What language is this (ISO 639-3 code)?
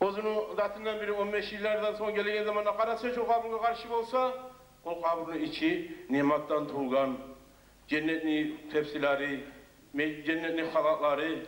kum